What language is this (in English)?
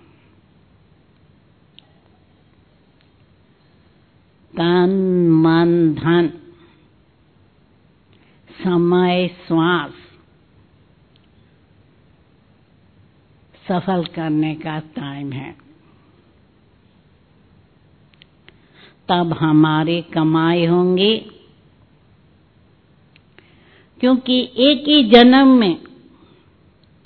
Hindi